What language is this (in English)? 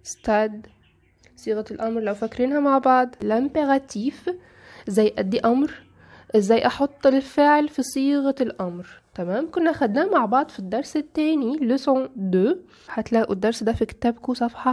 Egyptian Arabic